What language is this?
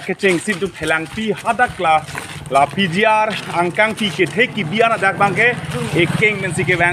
Karbi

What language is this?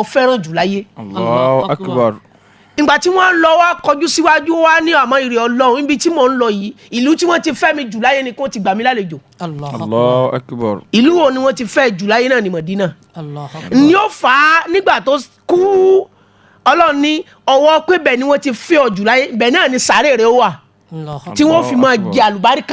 Yoruba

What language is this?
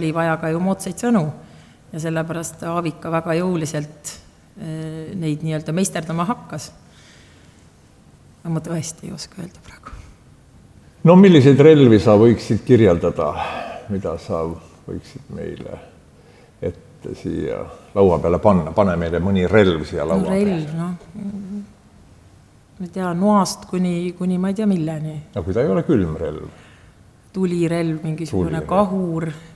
Estonian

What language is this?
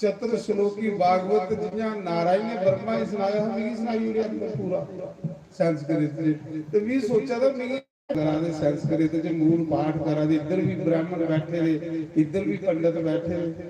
Dogri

